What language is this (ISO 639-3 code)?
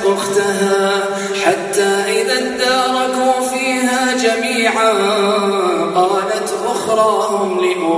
ara